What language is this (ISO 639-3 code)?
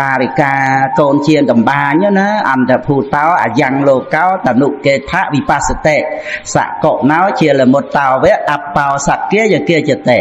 khm